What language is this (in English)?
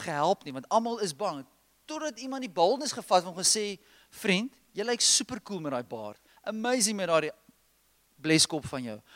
Afrikaans